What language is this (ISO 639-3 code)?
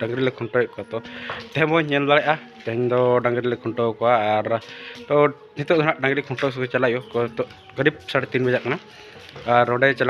sat